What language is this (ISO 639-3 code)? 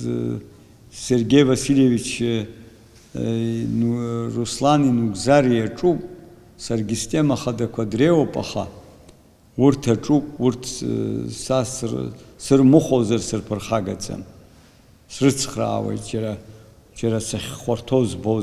abk